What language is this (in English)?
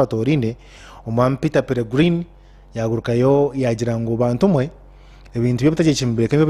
Nyankole